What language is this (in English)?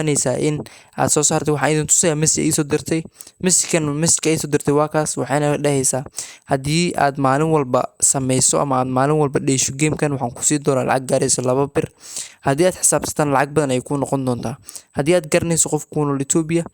Somali